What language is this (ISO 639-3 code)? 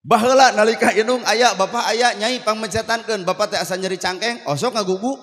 sun